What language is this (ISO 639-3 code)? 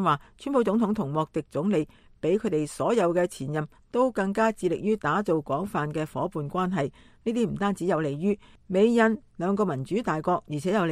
yue